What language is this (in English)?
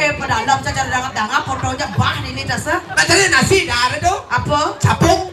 Balinese